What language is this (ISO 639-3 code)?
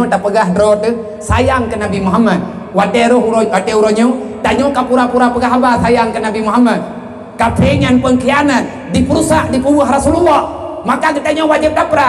ace